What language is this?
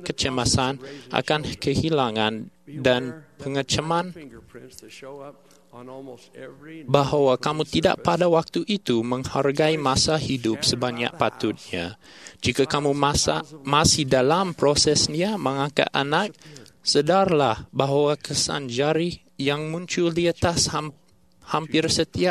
Malay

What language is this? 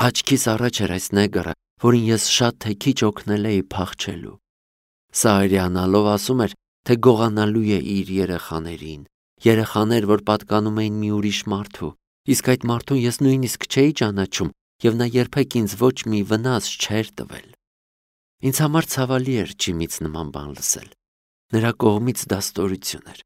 Armenian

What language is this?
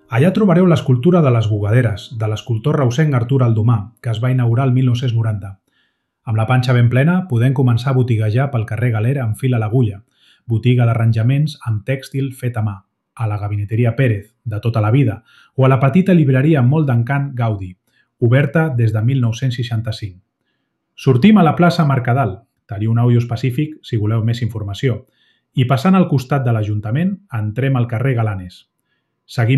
Catalan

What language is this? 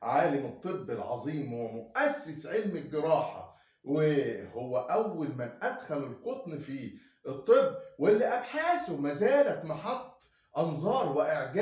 Egyptian Arabic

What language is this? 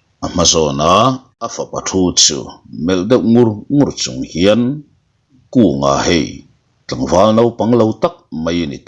Mizo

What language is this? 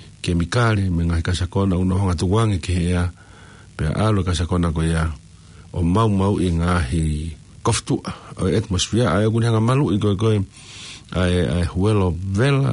Tongan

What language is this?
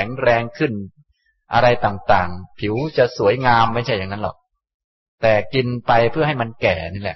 Thai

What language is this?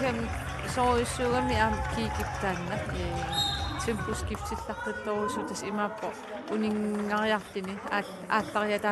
Kalaallisut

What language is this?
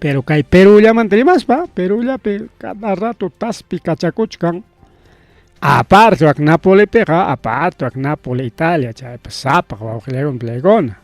Ayacucho Quechua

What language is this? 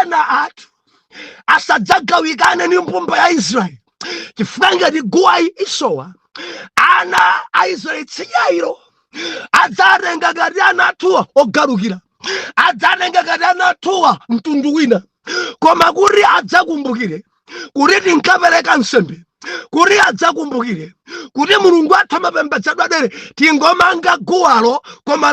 Nyanja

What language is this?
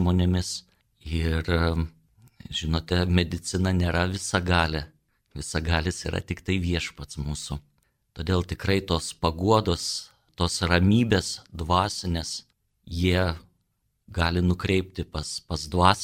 Lithuanian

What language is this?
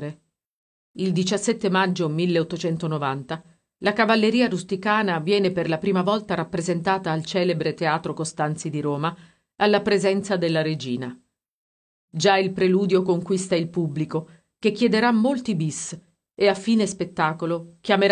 Italian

